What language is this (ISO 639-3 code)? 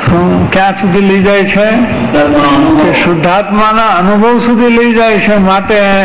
guj